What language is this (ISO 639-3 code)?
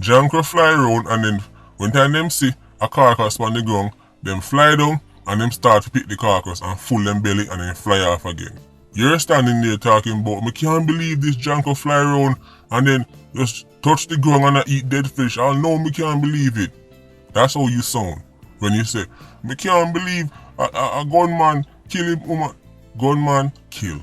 jam